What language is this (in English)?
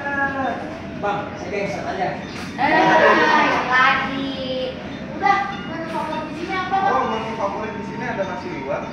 Betawi